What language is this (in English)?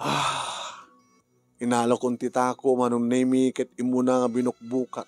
Iloko